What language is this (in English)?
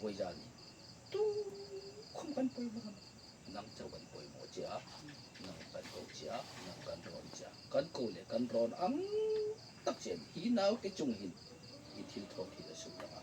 Hmar